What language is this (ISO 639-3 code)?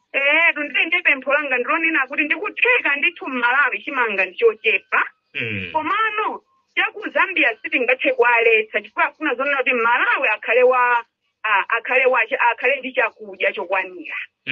nya